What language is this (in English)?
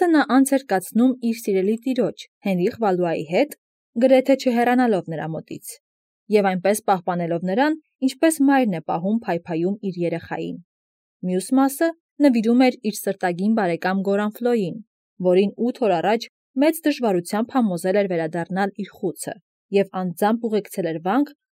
Armenian